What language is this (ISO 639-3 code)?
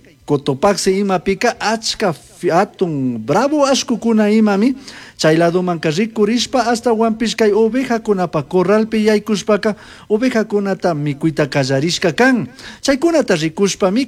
qug